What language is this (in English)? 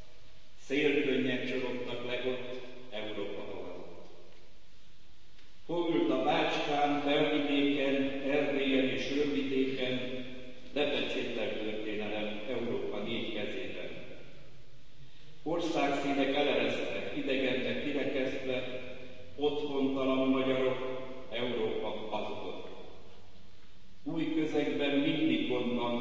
Hungarian